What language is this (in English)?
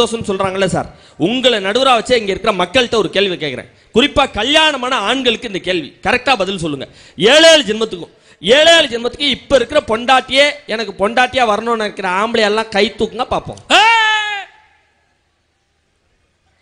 Tamil